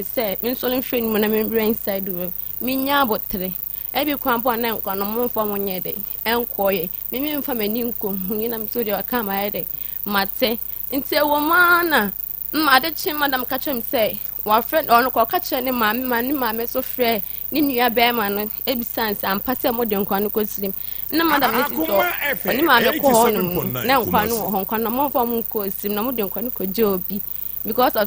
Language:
Akan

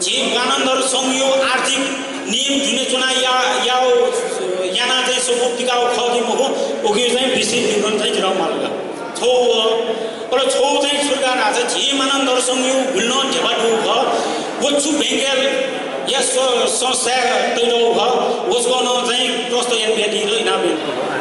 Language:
Newari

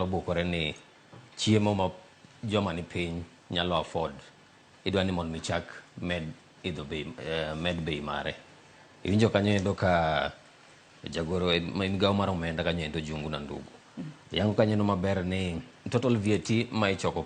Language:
Luo (Kenya and Tanzania)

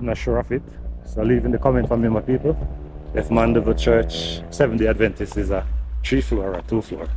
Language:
Jamaican Creole English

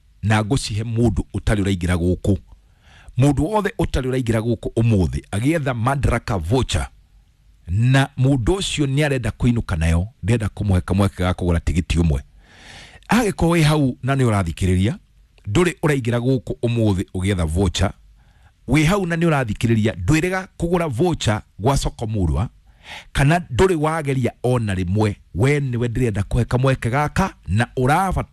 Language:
Kikuyu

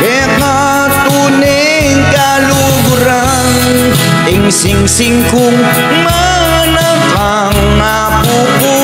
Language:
Pampanga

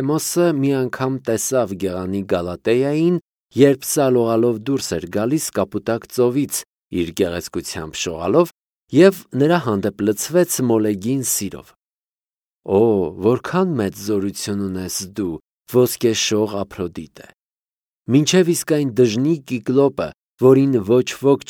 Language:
Armenian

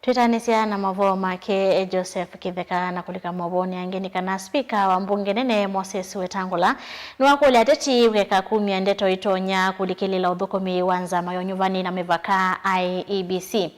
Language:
Kamba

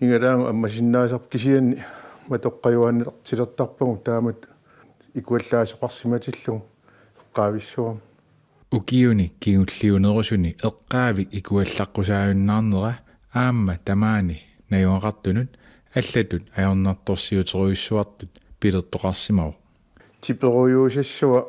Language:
Kalaallisut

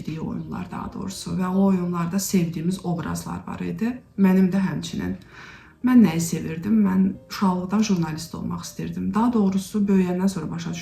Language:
Azerbaijani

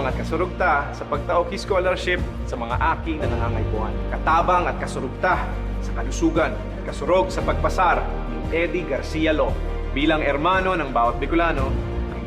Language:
Bikol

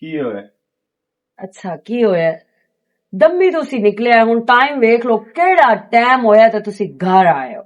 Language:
Western Panjabi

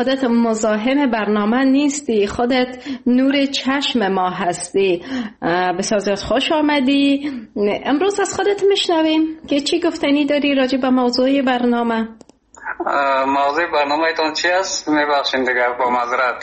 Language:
Persian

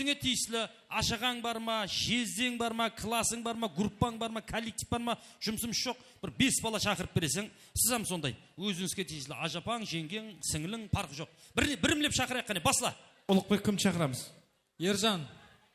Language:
Kara-Kalpak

